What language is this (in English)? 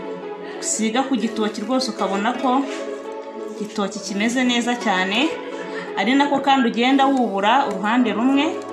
Kinyarwanda